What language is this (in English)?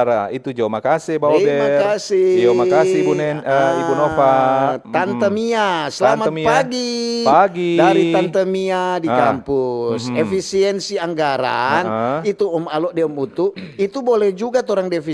Manado Malay